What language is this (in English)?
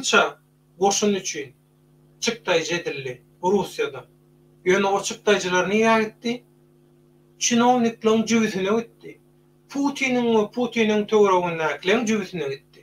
Turkmen